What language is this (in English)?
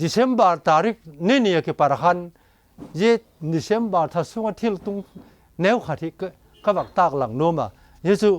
Vaiphei